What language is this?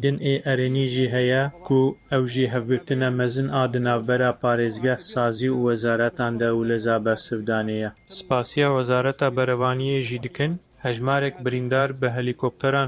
Kurdish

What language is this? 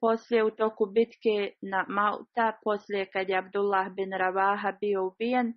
Bosnian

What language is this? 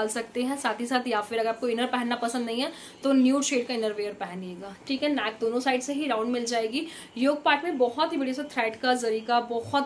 Hindi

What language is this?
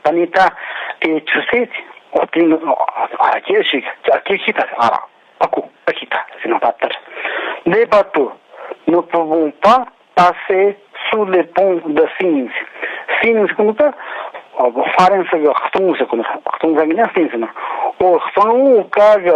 Tibetan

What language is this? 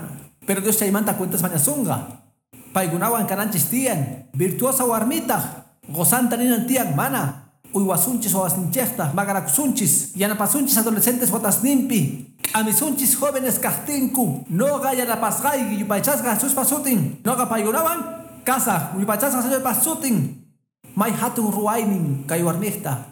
Quechua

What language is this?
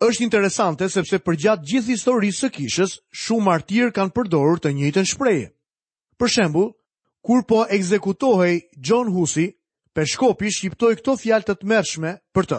Albanian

